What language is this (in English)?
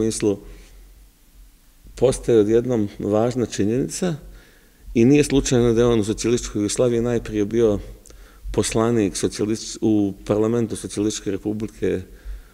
Serbian